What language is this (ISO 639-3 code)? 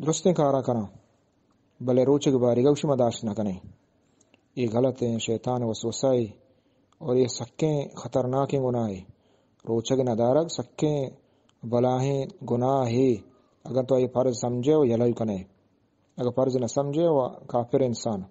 bgp